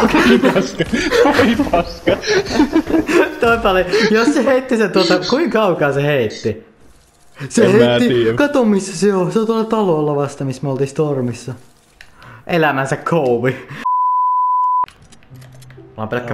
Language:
Finnish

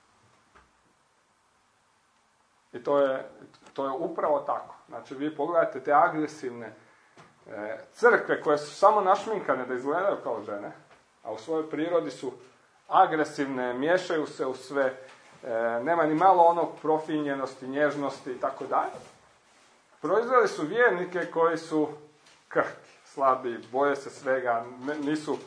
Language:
Croatian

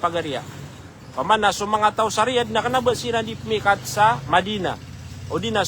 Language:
Maranao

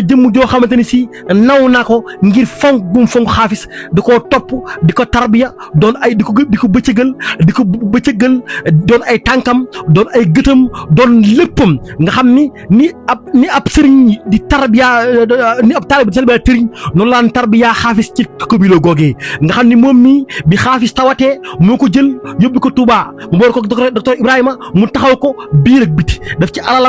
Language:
Wolof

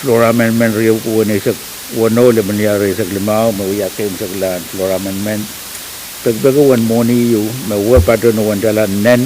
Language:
Pohnpeian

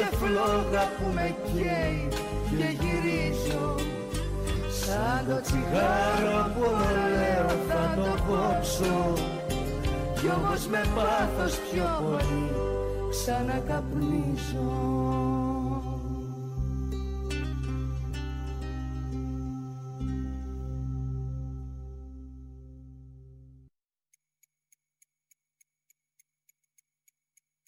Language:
Greek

